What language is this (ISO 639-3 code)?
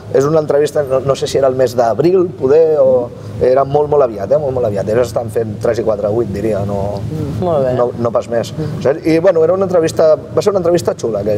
cat